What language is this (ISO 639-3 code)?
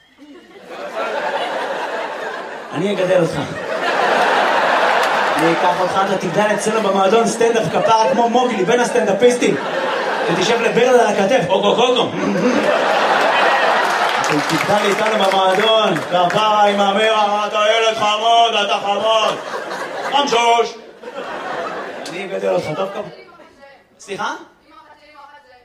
heb